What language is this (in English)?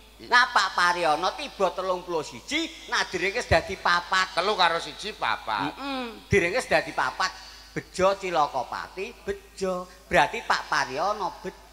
Javanese